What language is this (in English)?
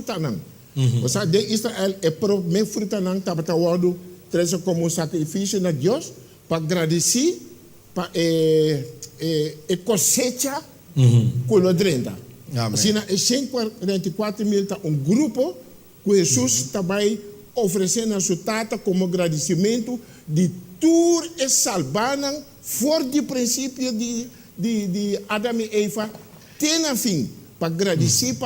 Papiamento